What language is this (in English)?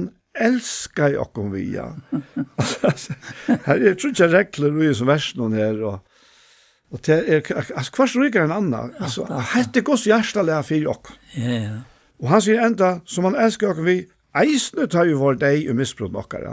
Faroese